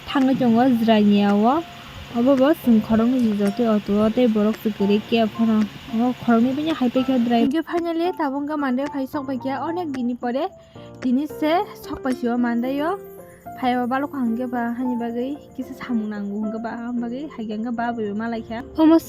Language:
Kok Borok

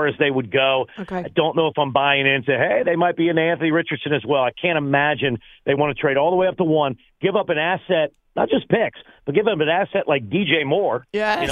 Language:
English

